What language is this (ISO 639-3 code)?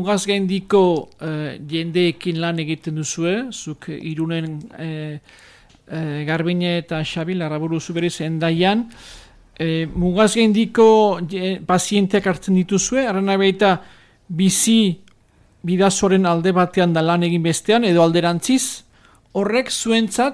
eus